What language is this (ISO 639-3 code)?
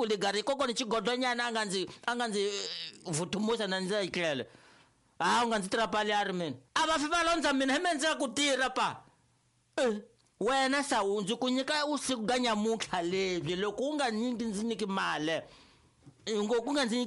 tso